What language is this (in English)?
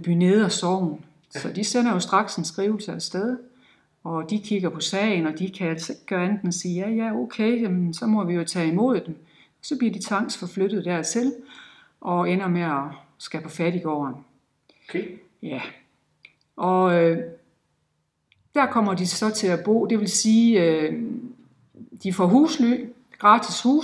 Danish